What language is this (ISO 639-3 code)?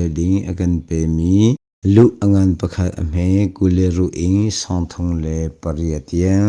cnh